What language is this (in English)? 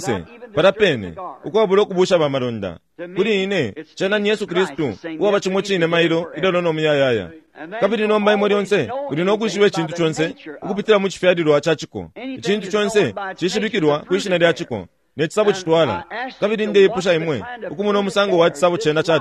Bemba